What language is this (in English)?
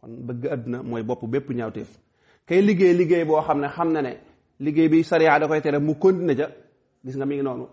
Wolof